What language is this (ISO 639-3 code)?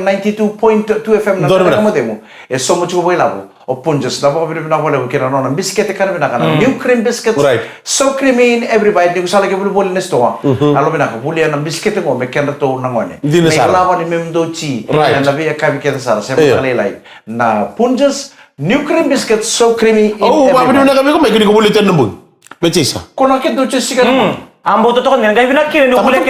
fij